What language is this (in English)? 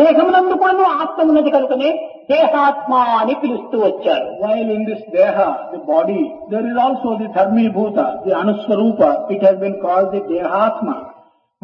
Telugu